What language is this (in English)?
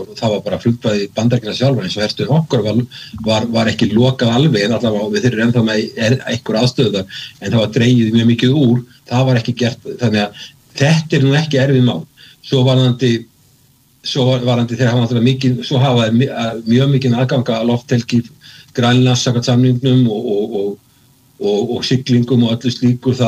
Icelandic